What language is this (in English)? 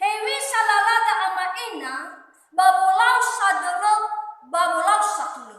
Nias